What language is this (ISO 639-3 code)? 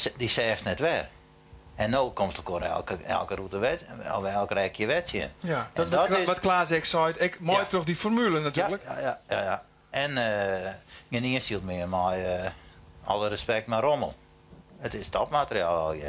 fry